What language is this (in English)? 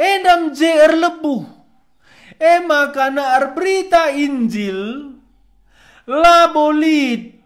Batak Karo